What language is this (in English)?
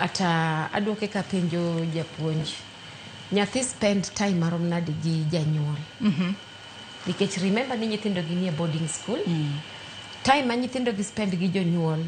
Luo (Kenya and Tanzania)